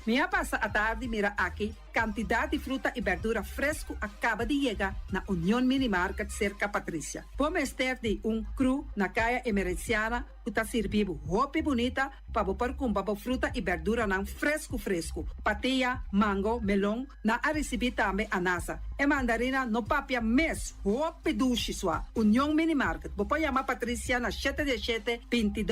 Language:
Papiamento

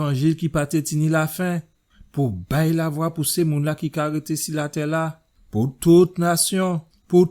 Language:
Guadeloupean Creole French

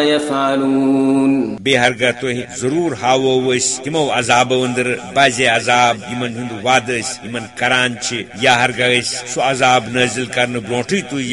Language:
Kashmiri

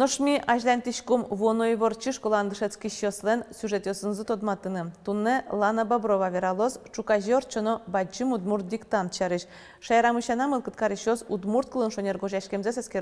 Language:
Udmurt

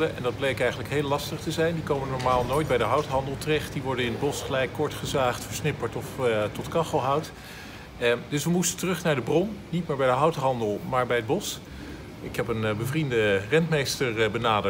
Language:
Dutch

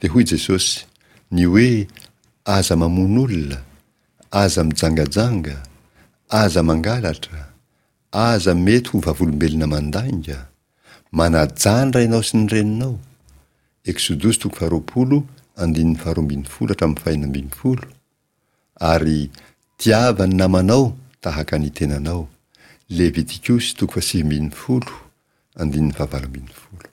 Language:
Malagasy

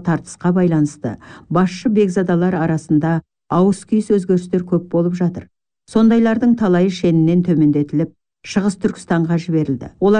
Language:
Kazakh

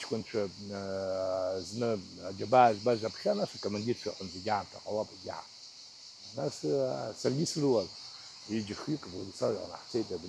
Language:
Abkhazian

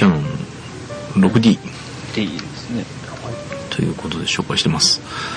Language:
Japanese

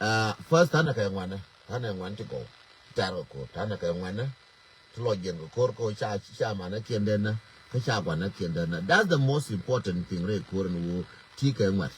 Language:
Nuer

